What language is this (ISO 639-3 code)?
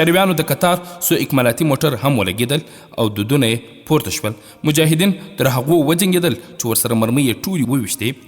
pus